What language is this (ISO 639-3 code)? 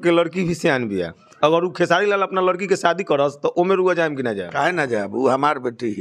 bho